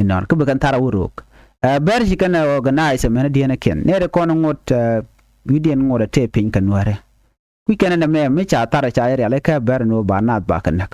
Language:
Nuer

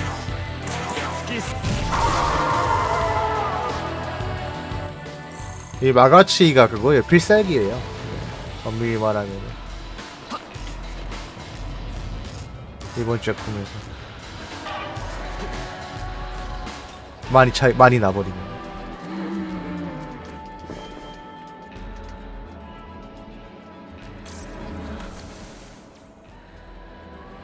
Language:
Korean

